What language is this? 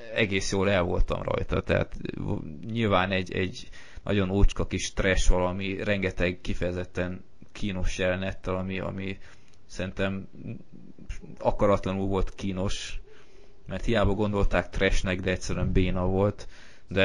Hungarian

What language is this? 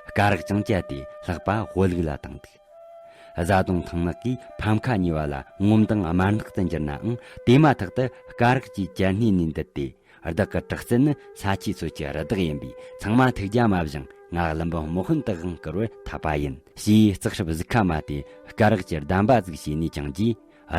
Tibetan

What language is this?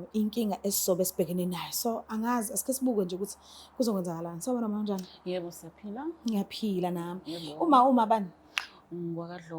Zulu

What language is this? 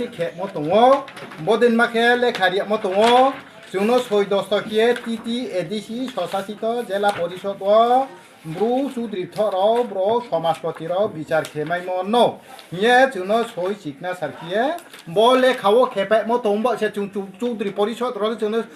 Riang (India)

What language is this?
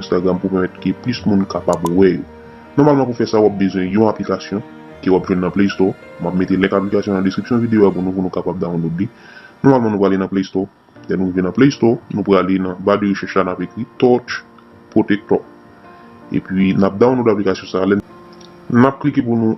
Haitian Creole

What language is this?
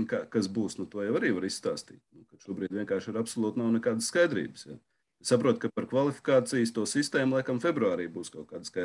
Latvian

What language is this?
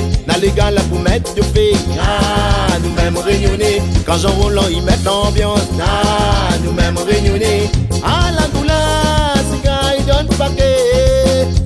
Réunion Creole French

